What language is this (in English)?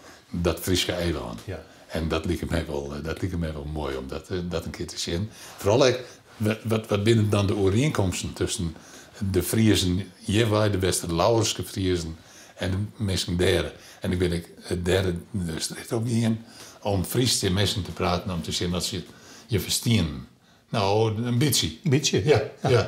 Western Frisian